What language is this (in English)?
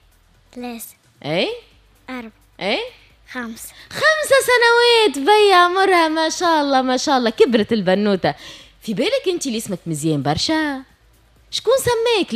Tunisian Arabic